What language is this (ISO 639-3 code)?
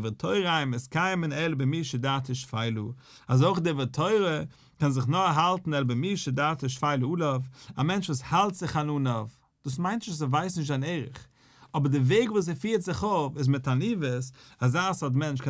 yid